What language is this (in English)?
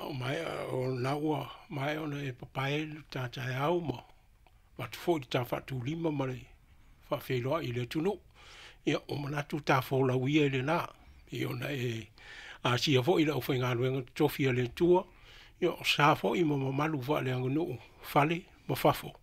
Samoan